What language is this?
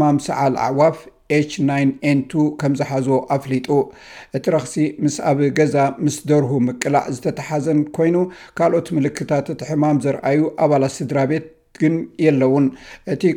Tigrinya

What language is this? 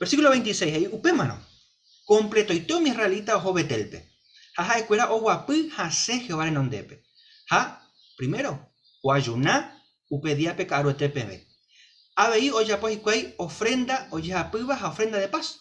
Guarani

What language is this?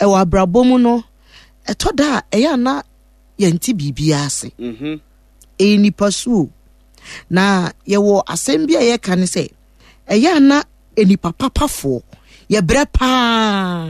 Akan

